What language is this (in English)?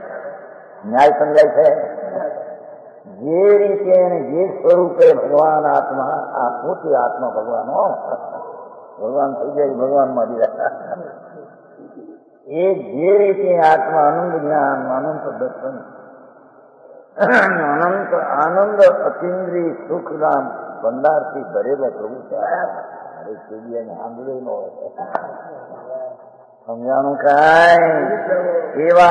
Gujarati